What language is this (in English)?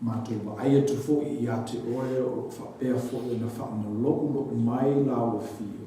Samoan